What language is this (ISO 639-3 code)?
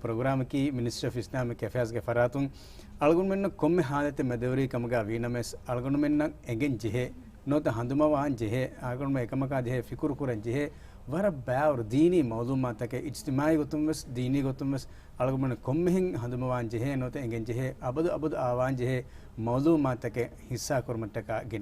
div